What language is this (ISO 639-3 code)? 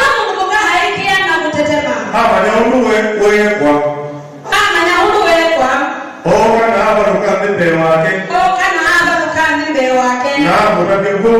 kam